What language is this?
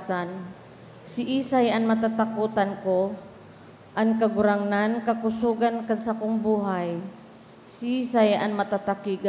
Bikol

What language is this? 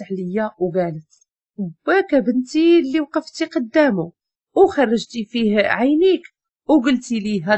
Moroccan Arabic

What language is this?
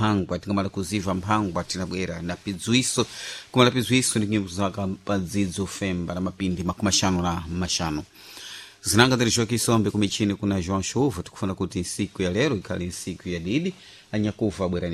Sena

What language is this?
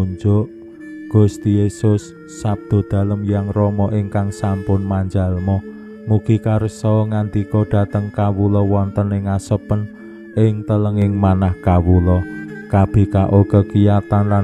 Javanese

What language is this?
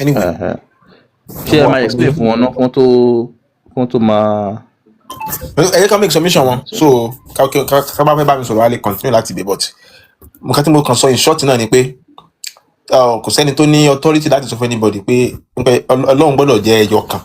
Yoruba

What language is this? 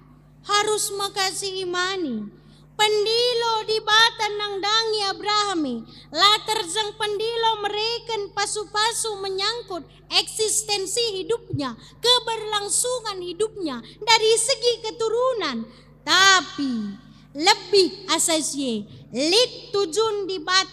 Batak Karo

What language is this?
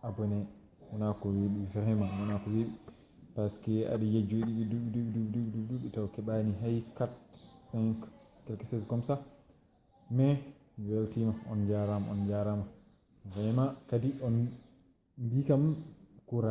Fula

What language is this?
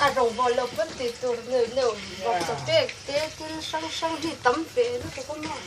Mizo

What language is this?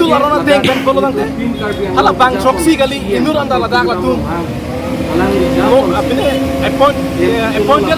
Karbi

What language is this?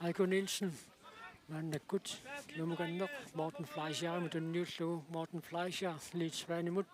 Kalaallisut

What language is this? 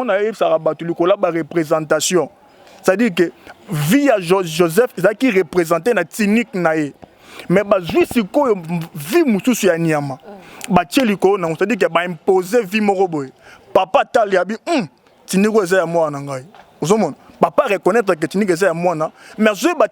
Lingala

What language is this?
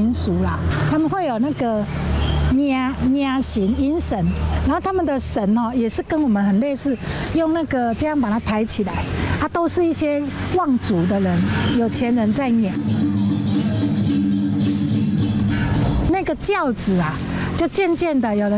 Chinese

